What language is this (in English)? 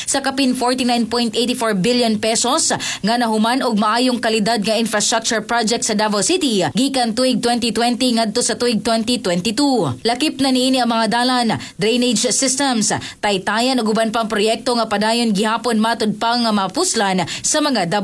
Cebuano